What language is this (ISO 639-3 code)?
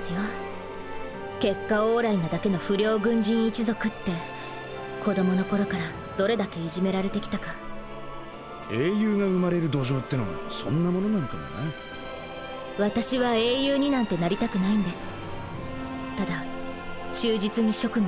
jpn